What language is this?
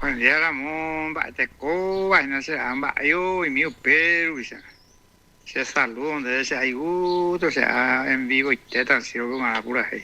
Guarani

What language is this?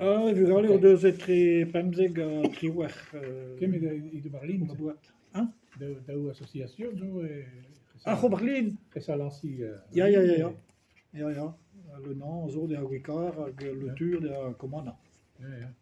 Breton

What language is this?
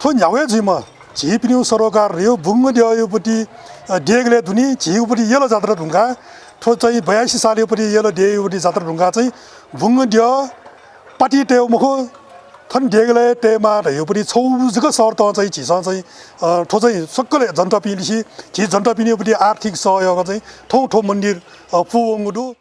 Newari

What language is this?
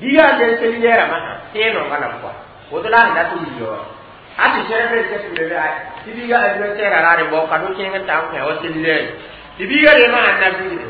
Mossi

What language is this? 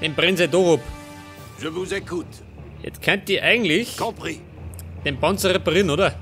Bavarian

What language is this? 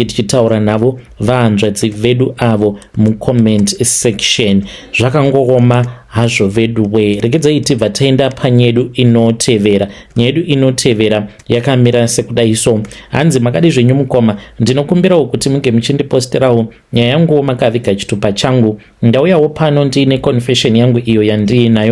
Shona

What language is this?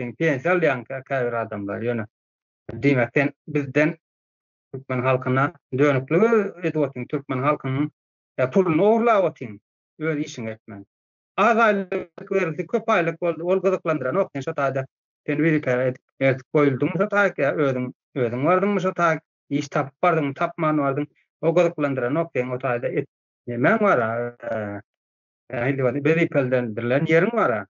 Turkmen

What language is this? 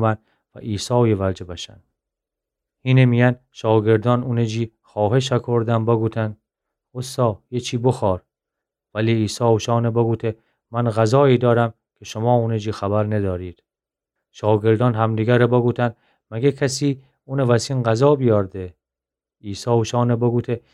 Gilaki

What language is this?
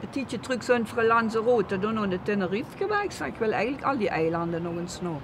Limburgish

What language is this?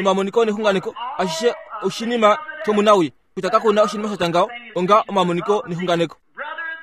Kuanyama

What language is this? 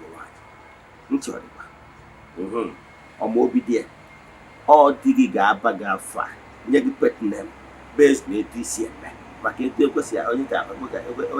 Igbo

